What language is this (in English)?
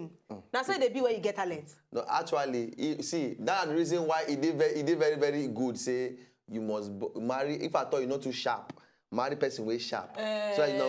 Nigerian Pidgin